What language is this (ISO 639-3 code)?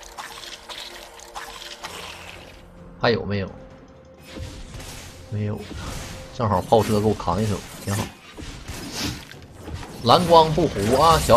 zho